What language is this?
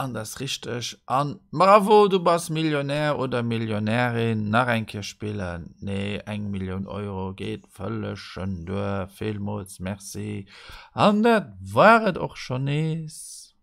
Luxembourgish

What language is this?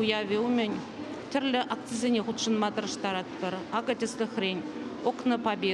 Chuvash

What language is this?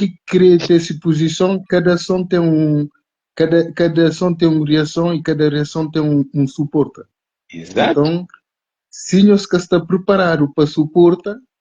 Kabuverdianu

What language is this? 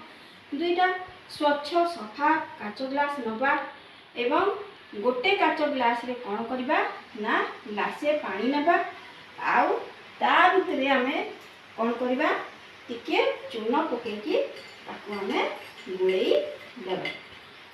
Odia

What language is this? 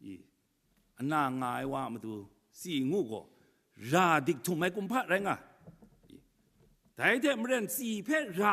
Kachin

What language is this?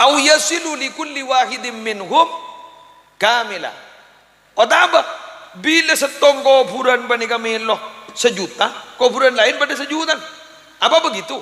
Madurese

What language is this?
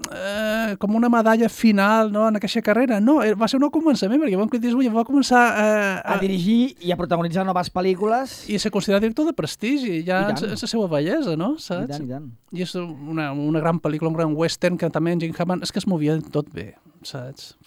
Catalan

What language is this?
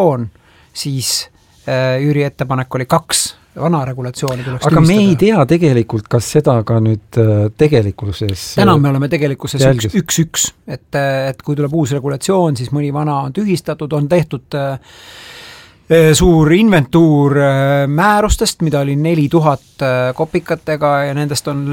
Estonian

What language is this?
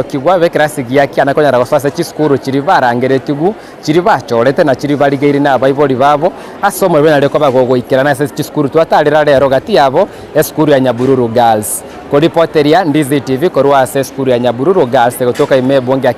Gusii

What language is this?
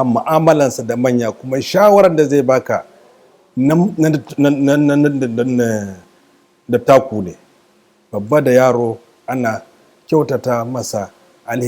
Hausa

